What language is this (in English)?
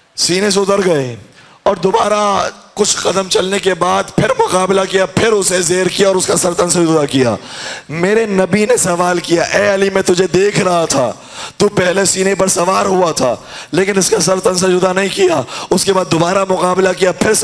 Urdu